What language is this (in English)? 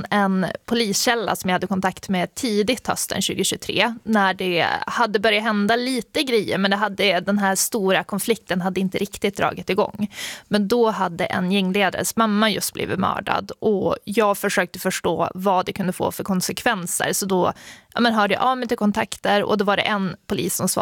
Swedish